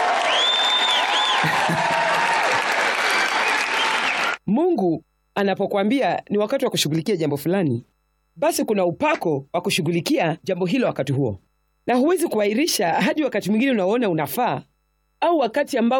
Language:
Swahili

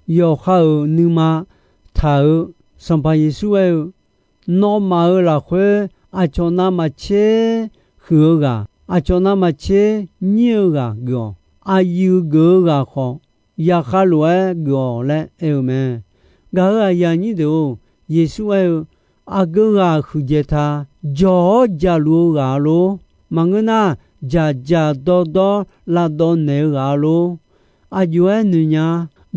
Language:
Akha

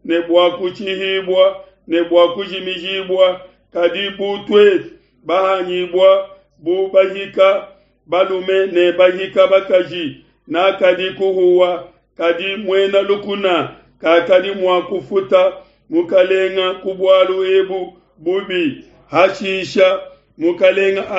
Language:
Luba-Lulua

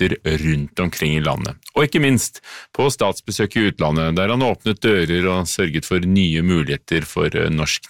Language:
Norwegian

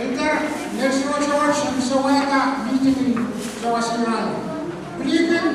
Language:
Pohnpeian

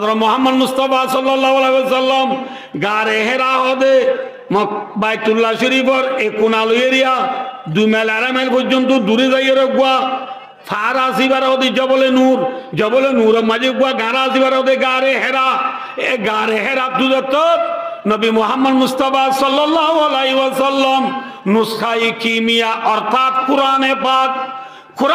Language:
Rohingya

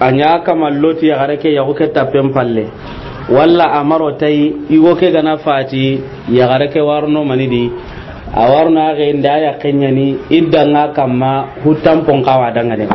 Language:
Soninke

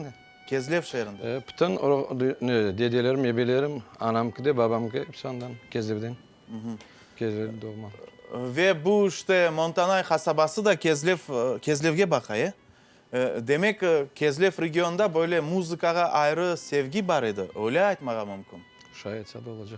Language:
Crimean Tatar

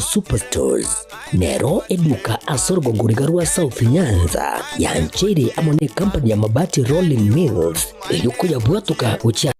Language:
Gusii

